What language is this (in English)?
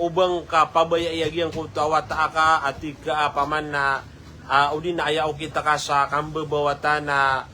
Maranao